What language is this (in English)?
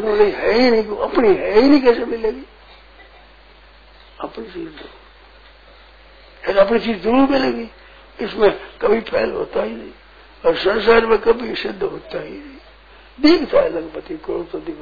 Hindi